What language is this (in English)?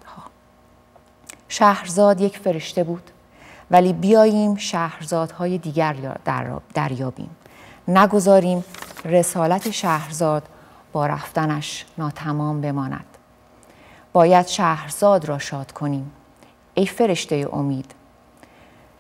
Persian